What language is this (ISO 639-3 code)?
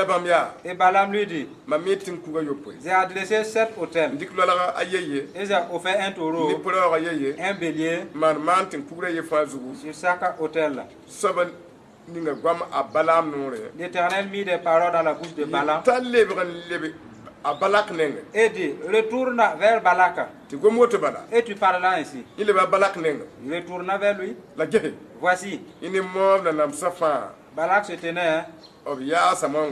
mos